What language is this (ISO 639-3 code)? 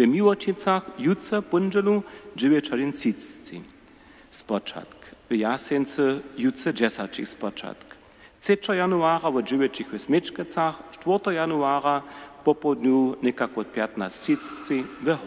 hsb